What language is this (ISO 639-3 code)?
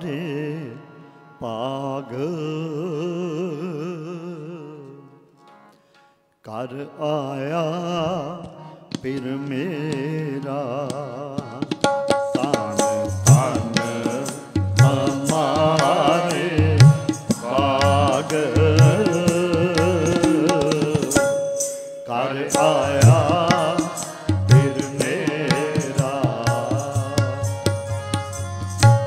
pan